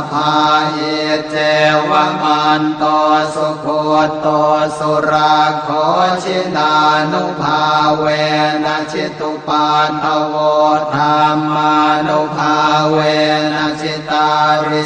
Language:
Pali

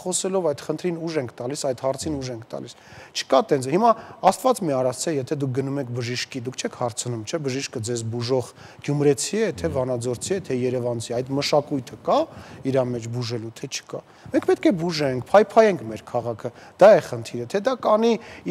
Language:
Armenian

